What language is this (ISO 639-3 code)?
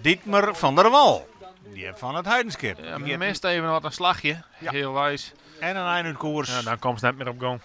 fry